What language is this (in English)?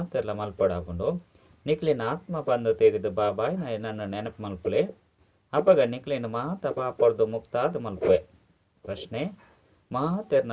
Tulu